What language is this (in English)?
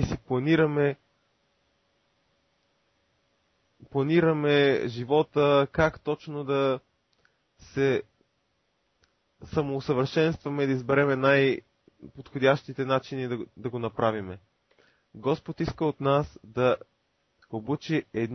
Bulgarian